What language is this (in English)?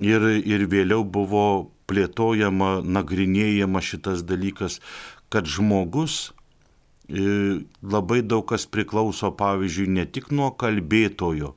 Lithuanian